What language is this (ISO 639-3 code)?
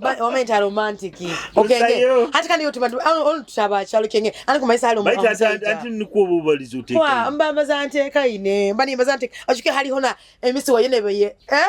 nyo